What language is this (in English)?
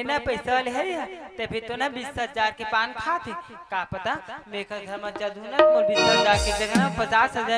Chhattisgarhi